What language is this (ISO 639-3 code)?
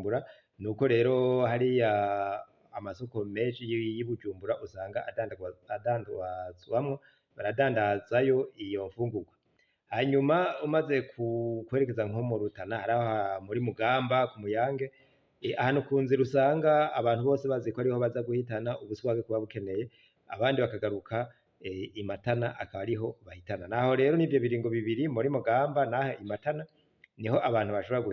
run